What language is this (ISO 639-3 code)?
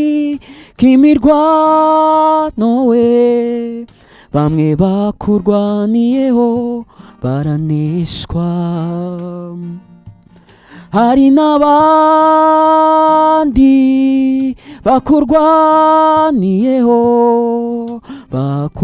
kin